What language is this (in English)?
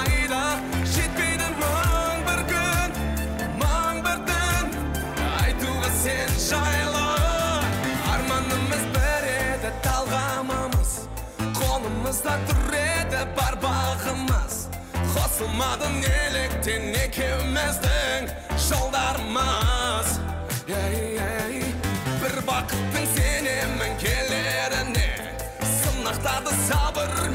Kazakh